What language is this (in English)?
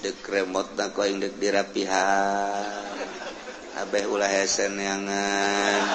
Sundanese